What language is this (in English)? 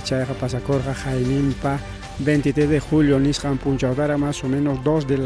Ayacucho Quechua